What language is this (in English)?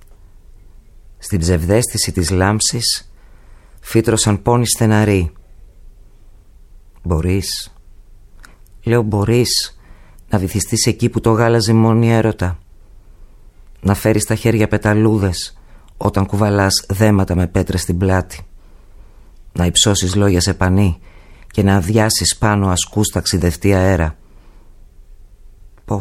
Greek